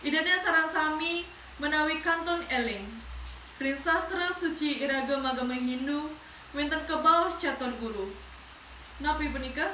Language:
Balinese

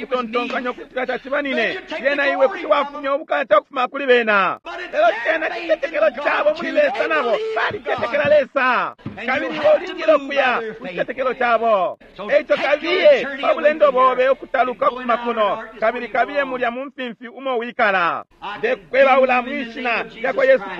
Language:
Bemba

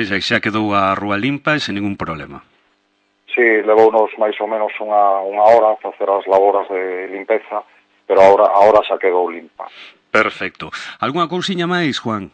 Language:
Galician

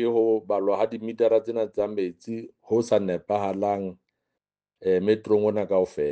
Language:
Southern Sotho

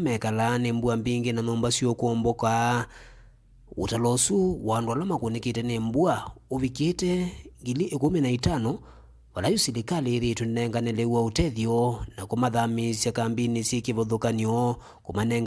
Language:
Kamba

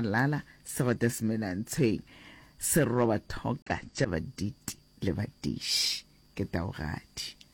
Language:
Northern Sotho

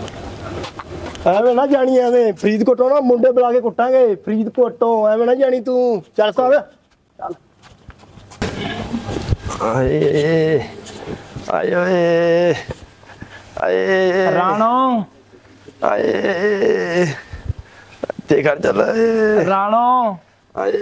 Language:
Punjabi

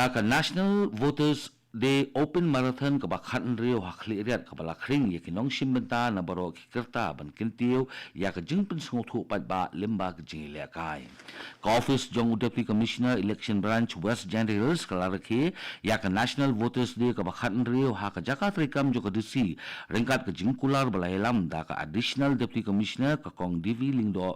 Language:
Khasi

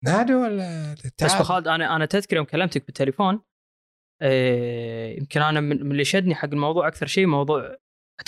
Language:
Gulf Arabic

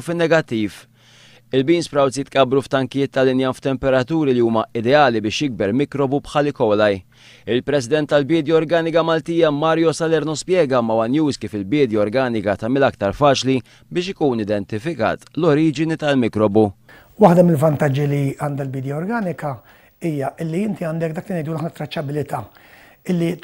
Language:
Maltese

